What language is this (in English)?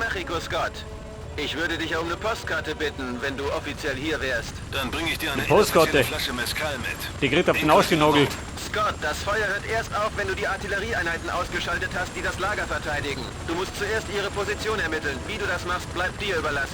Bavarian